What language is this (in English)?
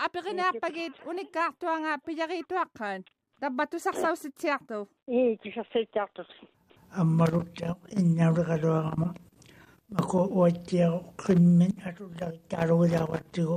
Māori